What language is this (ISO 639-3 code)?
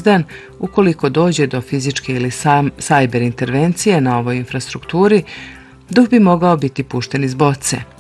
bos